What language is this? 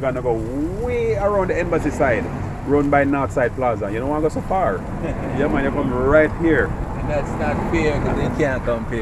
Jamaican Creole English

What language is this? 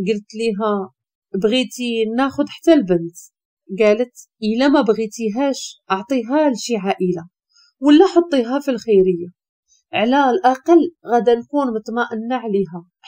Moroccan Arabic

